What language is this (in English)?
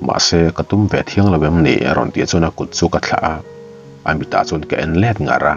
Mizo